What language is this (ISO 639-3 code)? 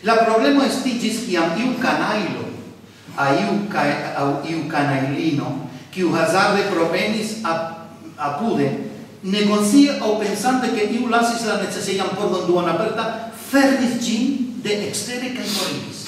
epo